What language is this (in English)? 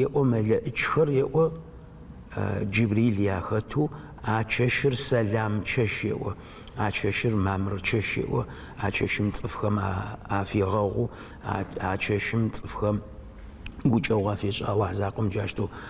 Adyghe